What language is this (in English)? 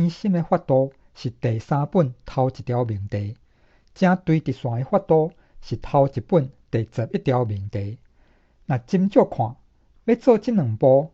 Min Nan Chinese